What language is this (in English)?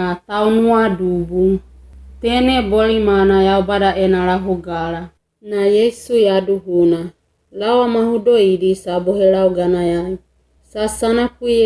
Wagawaga